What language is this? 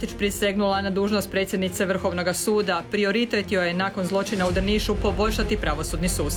Croatian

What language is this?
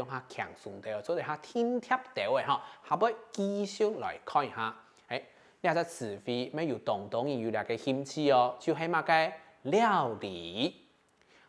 Hakka Chinese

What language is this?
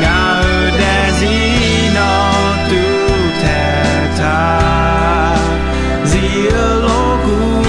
Akha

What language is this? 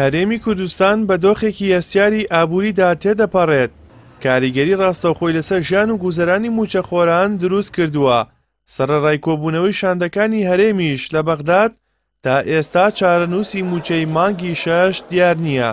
Central Kurdish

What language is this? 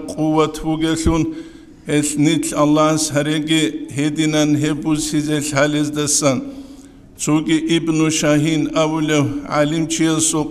Avaric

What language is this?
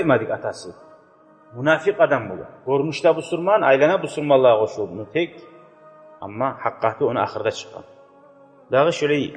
Kumyk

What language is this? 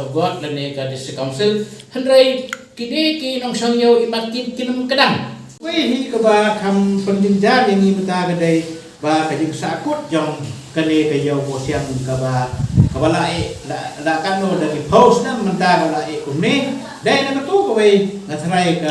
Khasi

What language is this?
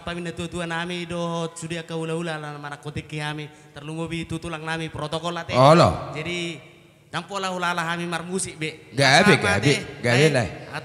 Batak Toba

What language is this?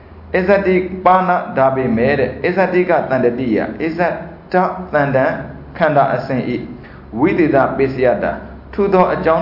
Burmese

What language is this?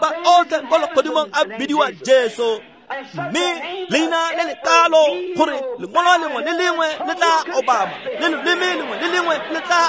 Tswana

